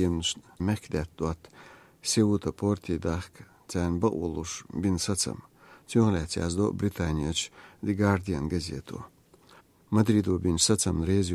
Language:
Chechen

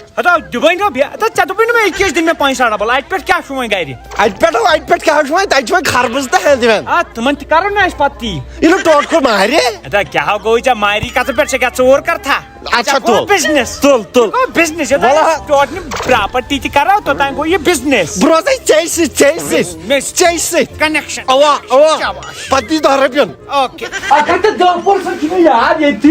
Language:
Kashmiri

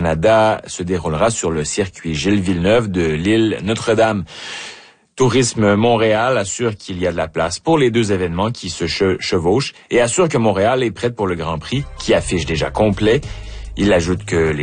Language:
French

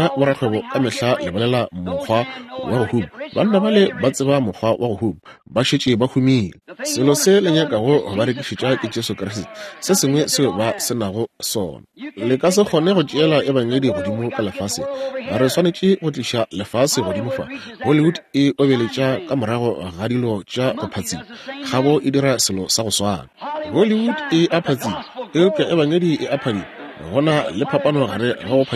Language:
Northern Sotho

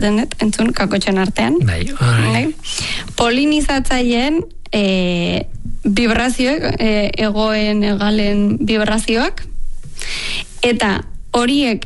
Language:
Basque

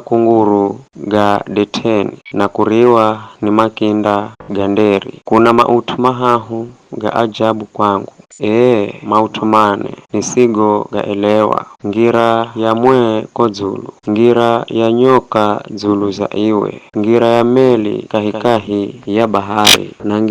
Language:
Giryama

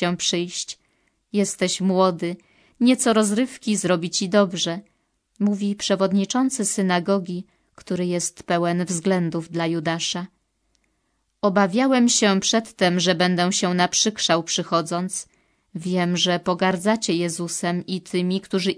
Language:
Polish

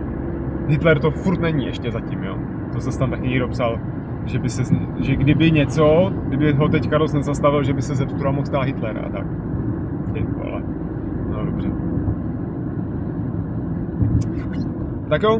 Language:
Czech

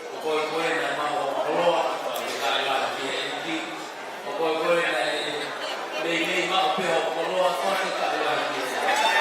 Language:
Tongan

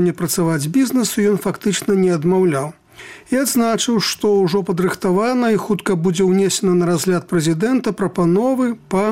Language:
Belarusian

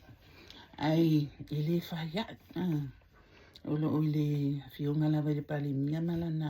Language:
Samoan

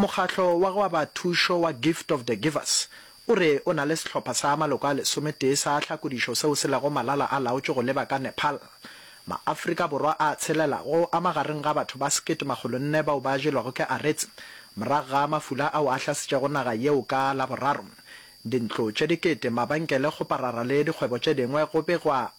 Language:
Northern Sotho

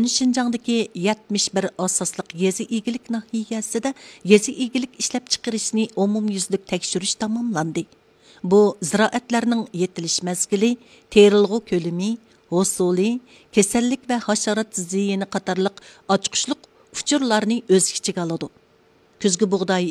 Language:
Uyghur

